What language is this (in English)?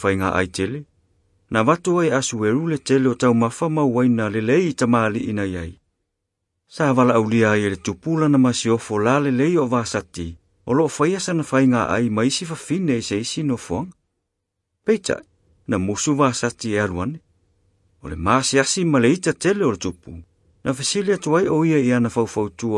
Samoan